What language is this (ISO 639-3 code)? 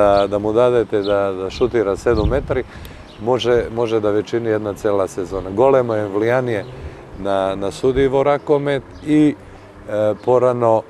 mkd